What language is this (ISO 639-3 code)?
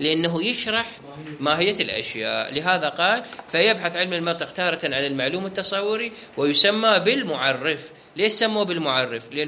acm